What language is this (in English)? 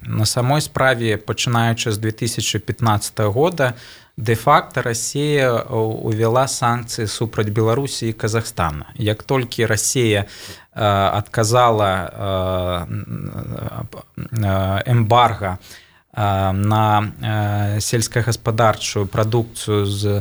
Belarusian